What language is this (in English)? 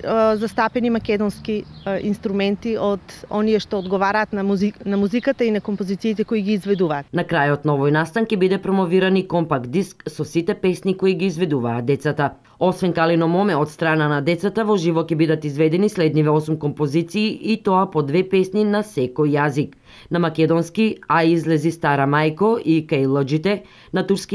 Macedonian